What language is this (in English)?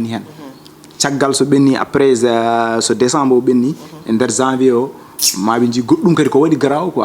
Fula